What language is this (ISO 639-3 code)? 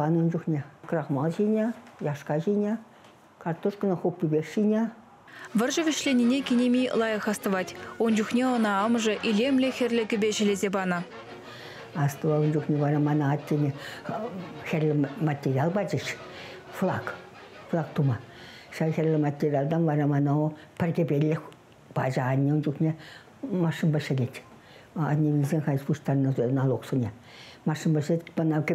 chv